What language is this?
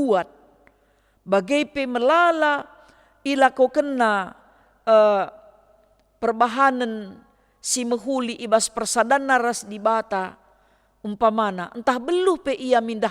Batak Karo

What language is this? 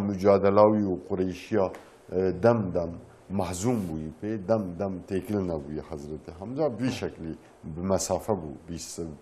Kurdish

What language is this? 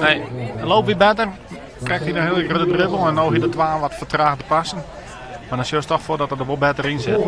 Western Frisian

